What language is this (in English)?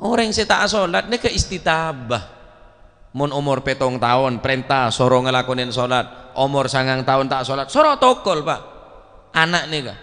Madurese